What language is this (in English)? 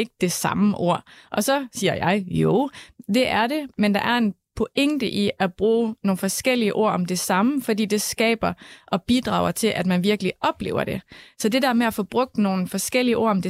Danish